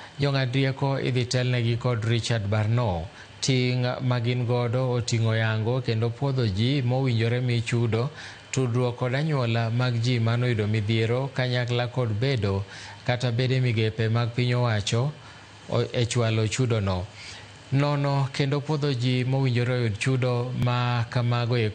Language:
Luo (Kenya and Tanzania)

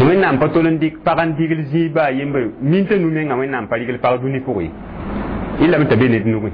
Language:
Mossi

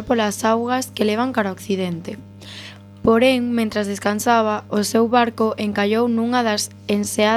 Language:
Galician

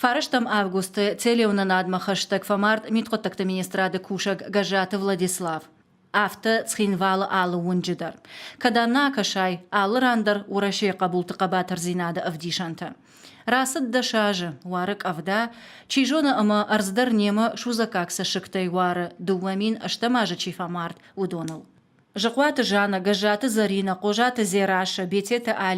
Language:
Ossetic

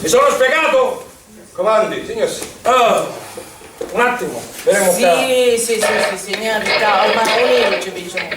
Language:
Sicilian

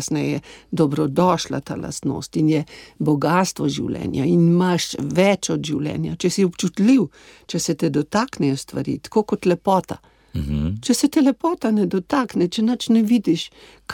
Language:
Slovenian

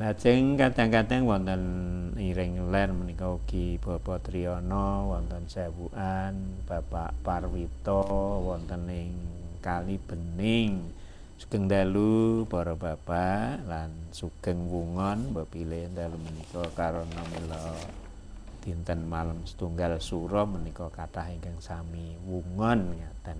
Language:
Javanese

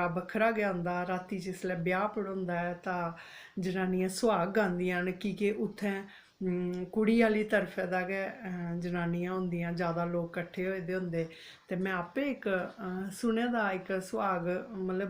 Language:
Dogri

